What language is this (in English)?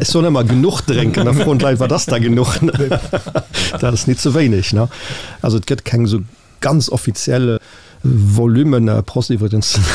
Luxembourgish